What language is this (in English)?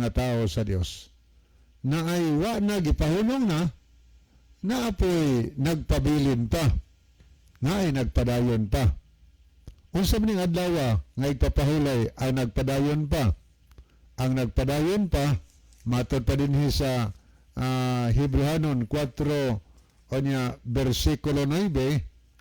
Cebuano